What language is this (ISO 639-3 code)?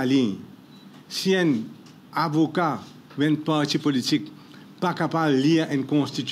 mfe